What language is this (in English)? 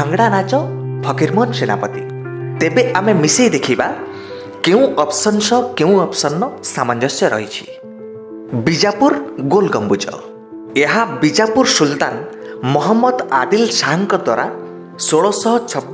Odia